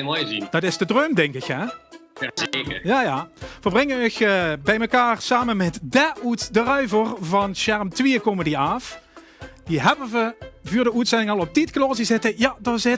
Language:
Limburgish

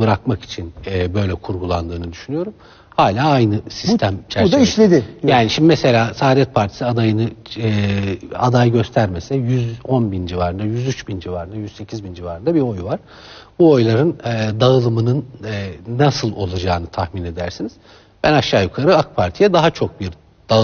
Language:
Turkish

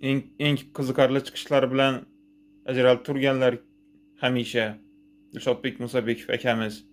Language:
Uzbek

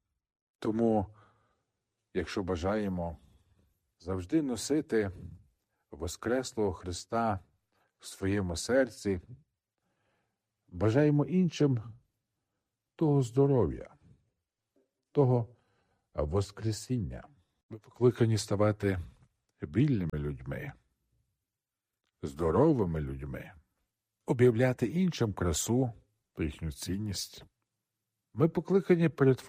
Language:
Ukrainian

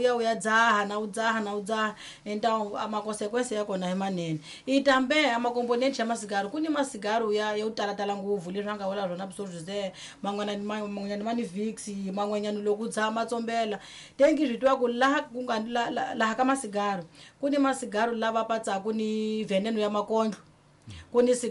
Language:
Tsonga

